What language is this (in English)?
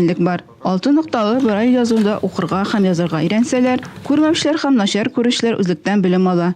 Tatar